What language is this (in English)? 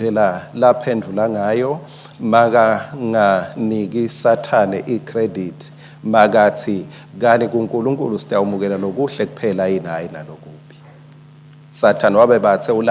Swati